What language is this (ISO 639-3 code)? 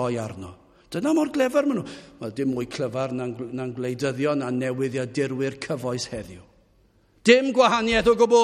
cym